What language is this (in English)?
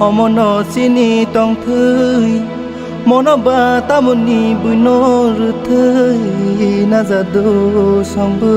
Kok Borok